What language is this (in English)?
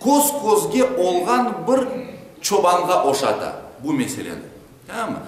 Crimean Tatar